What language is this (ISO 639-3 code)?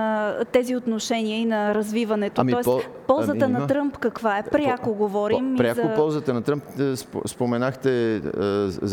bul